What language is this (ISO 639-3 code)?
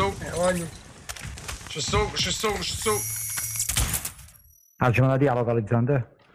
ita